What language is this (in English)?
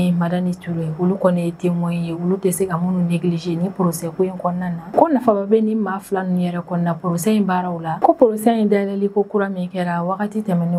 Bambara